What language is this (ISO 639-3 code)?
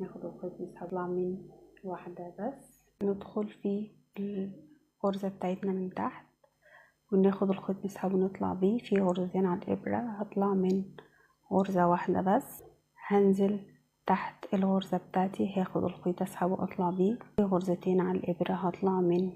arz